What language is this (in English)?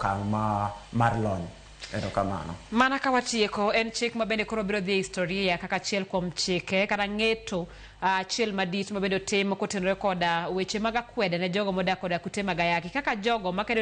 Luo (Kenya and Tanzania)